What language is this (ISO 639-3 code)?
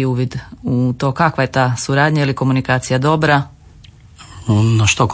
hrv